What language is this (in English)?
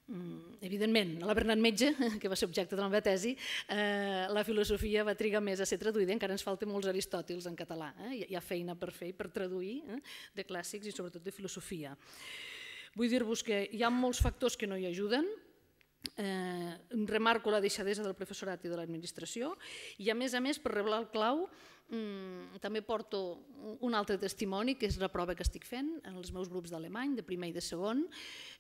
Catalan